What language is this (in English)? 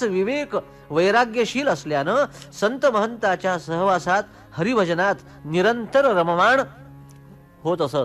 Marathi